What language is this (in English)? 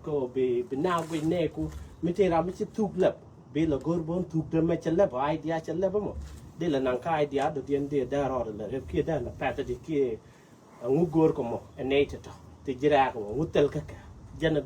Nuer